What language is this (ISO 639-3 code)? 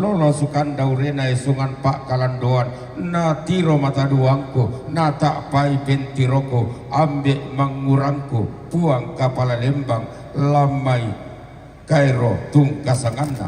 sda